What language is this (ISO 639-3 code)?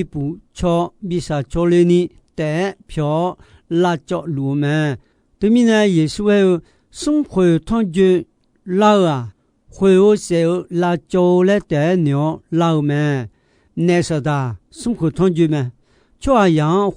ahk